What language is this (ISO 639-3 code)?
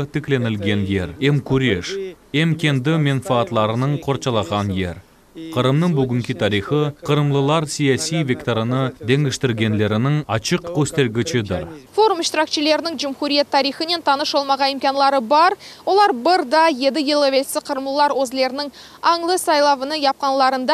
crh